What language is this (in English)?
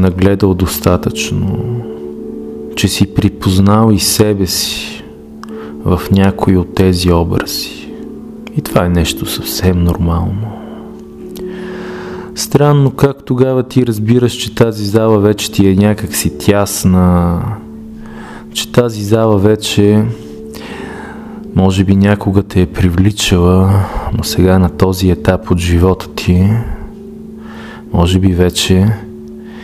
Bulgarian